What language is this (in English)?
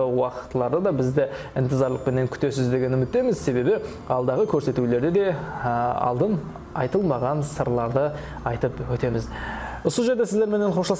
Kara-Kalpak